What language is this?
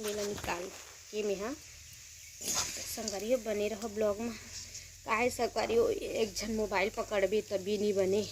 Chhattisgarhi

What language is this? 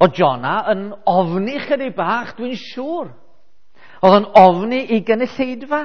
Welsh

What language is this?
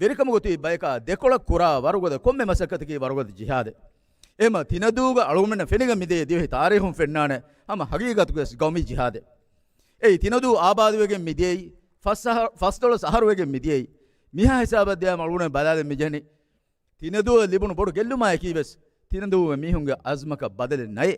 Divehi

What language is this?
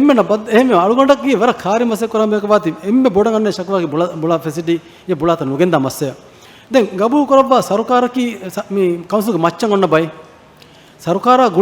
Divehi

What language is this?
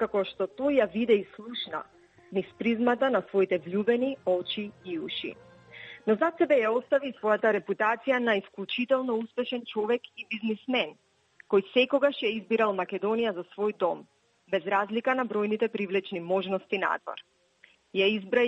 Macedonian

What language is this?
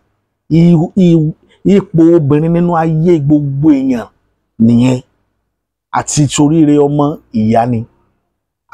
Yoruba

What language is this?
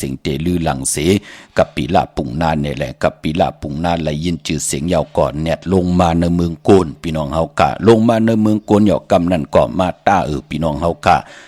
Shan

